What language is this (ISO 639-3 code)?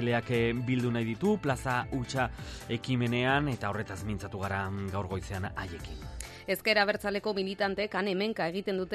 eus